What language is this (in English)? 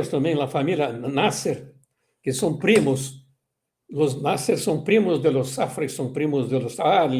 Ladino